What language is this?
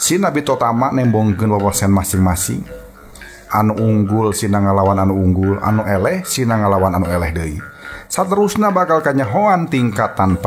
Sundanese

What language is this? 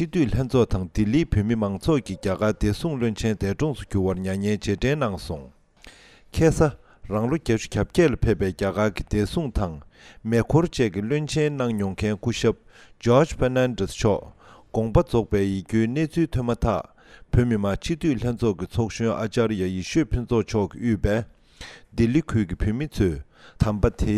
Tibetan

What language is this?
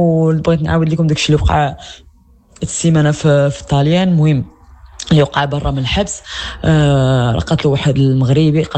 Moroccan Arabic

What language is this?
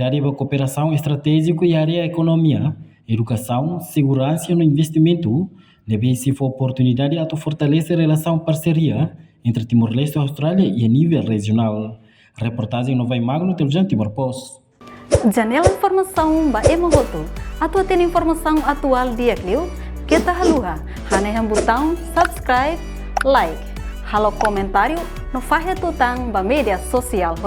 Tetum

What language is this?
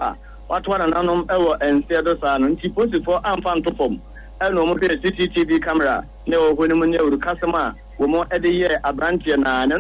Akan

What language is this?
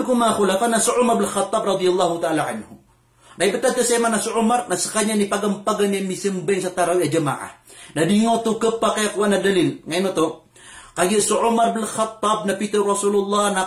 Maranao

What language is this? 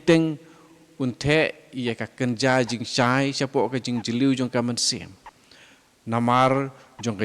Khasi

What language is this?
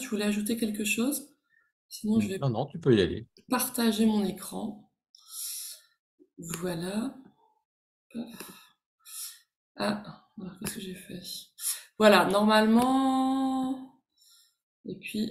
French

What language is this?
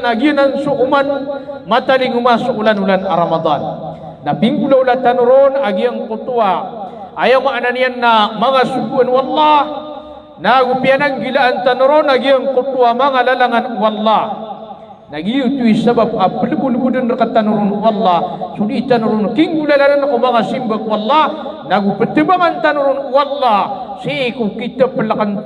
Maranao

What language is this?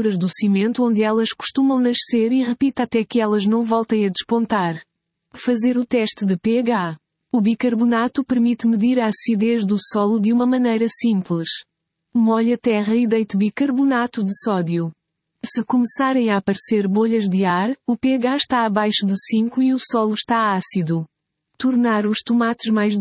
Portuguese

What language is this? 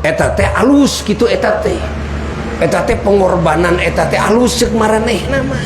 Sundanese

